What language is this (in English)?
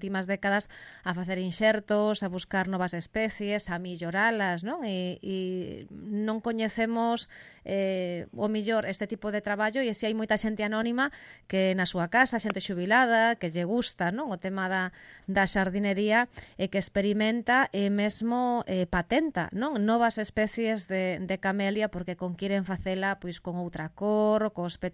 Galician